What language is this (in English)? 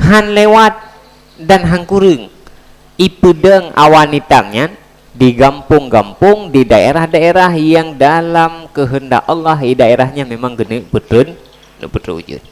Achinese